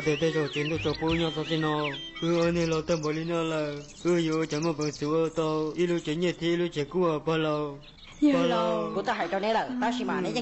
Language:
Hmong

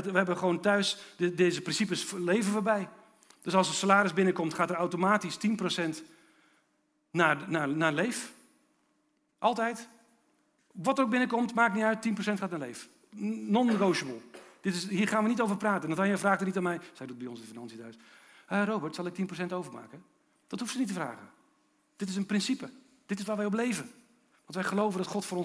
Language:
Dutch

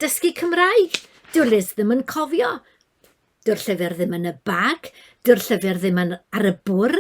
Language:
Welsh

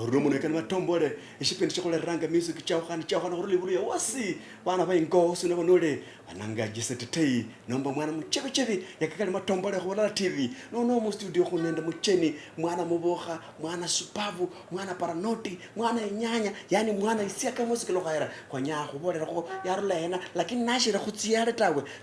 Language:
Luyia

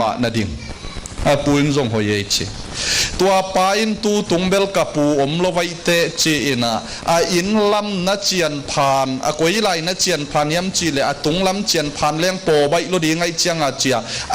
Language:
Tedim Chin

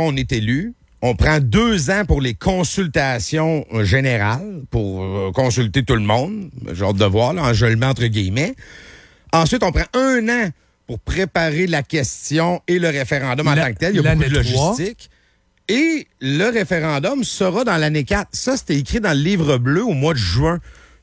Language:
French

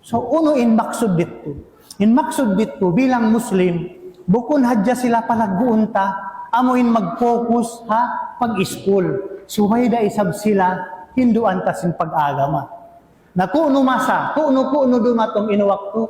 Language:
Tausug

